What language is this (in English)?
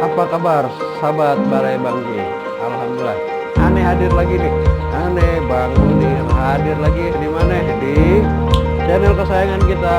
Betawi